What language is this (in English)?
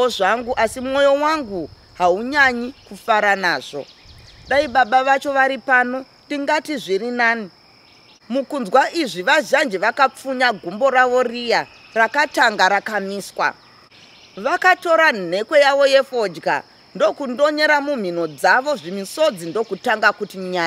Shona